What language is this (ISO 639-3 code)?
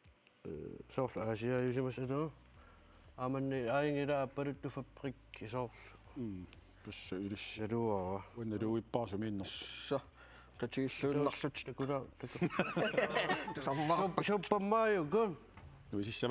kal